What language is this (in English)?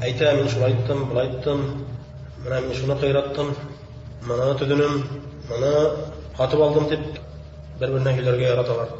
Bashkir